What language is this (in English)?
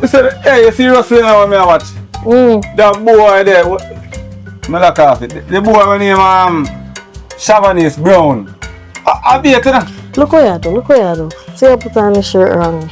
Jamaican Creole English